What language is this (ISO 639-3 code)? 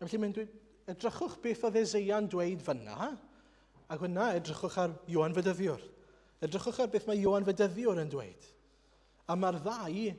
cym